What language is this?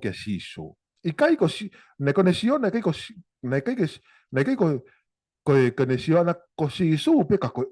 Tongan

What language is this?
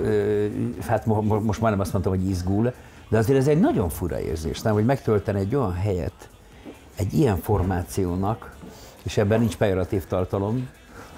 Hungarian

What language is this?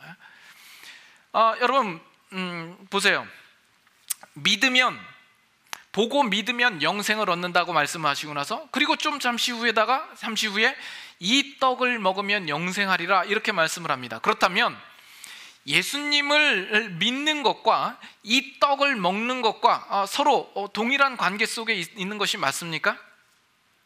Korean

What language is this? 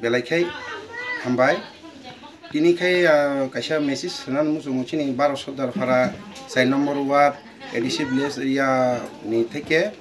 Kok Borok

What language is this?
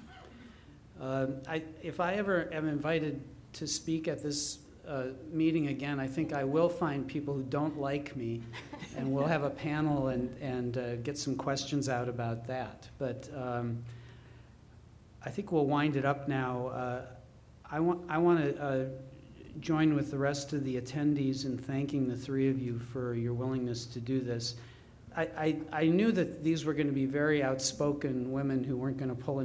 English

